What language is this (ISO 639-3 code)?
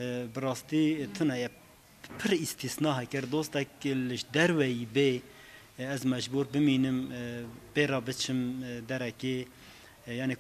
kur